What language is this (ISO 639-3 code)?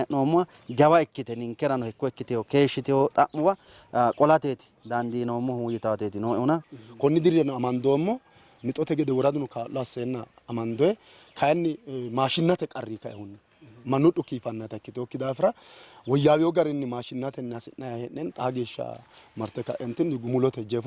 sid